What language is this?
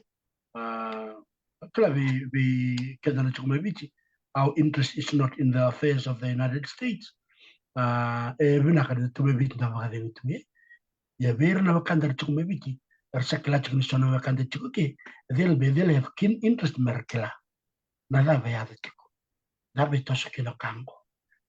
Fijian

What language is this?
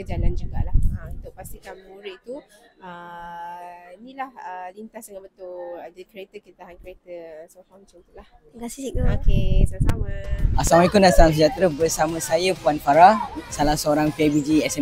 Malay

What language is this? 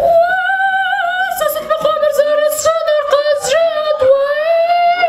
Kabardian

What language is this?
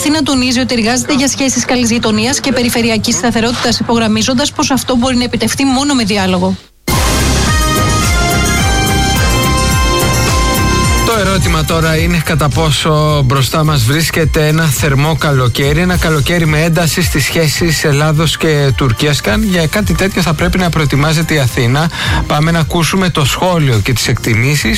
Greek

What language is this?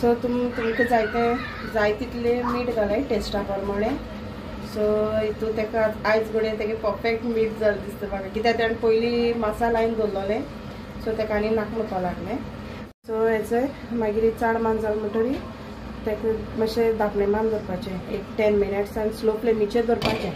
Konkani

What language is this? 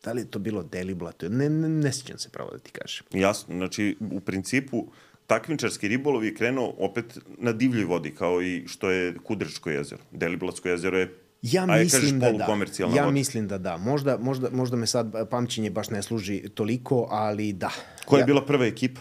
Serbian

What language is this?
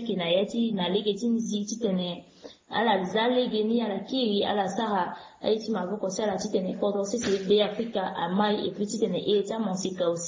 Sango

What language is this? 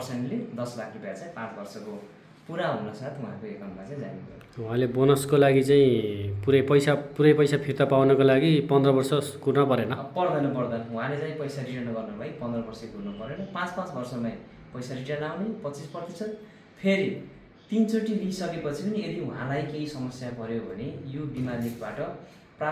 Nepali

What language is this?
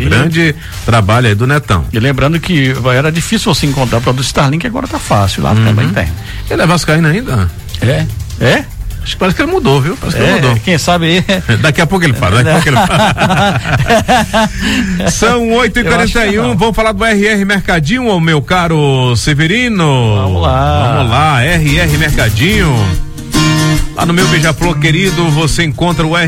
Portuguese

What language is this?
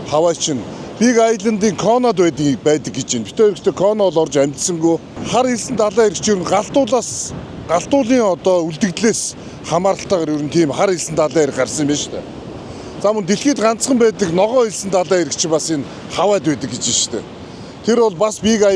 Mongolian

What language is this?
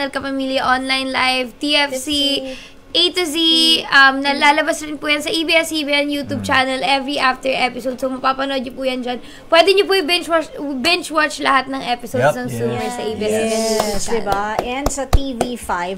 Filipino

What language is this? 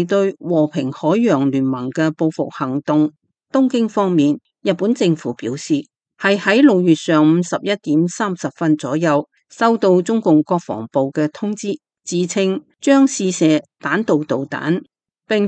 Cantonese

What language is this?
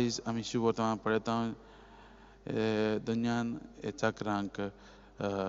Konkani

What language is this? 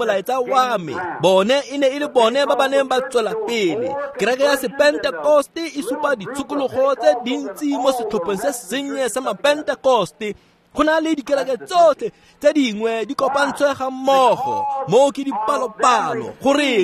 Tswana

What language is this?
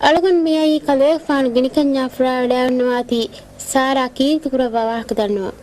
Divehi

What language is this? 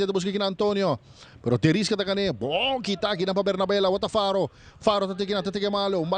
Papiamento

